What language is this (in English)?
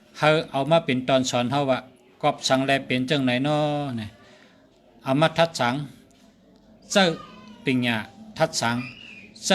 Shan